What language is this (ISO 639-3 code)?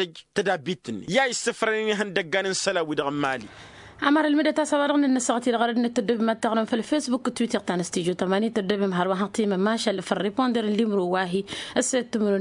taq